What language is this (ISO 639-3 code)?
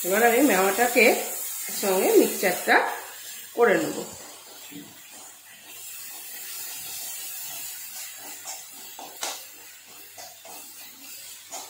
ben